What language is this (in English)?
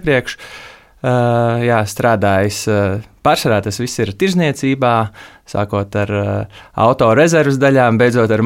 Latvian